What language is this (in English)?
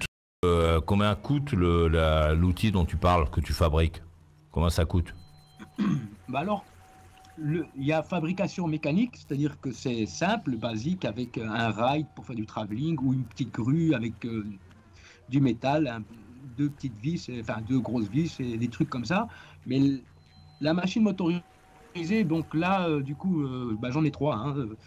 French